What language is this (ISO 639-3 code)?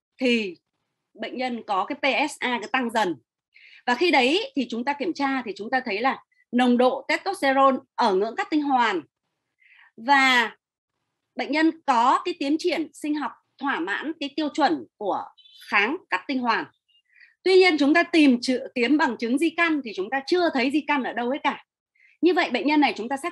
vie